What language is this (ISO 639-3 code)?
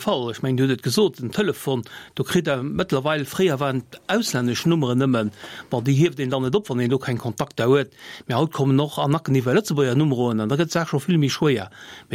ltz